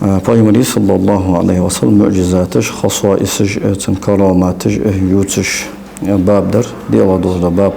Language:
Ingush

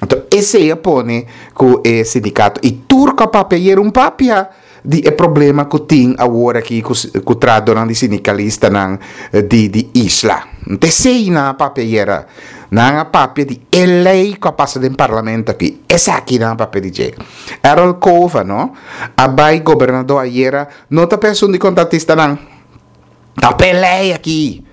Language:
Papiamento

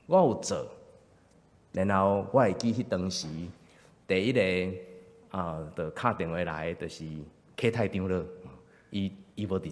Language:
Min Nan Chinese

